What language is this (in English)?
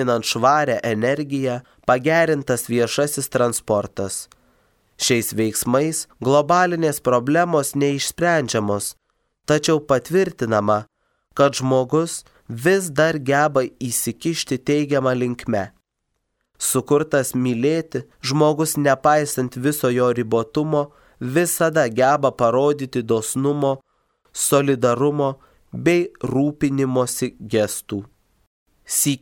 Lithuanian